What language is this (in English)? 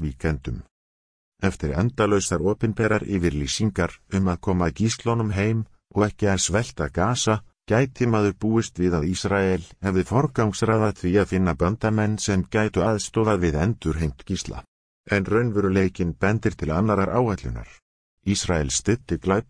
Icelandic